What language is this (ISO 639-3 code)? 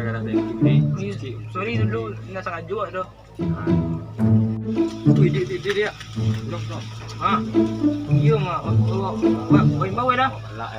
min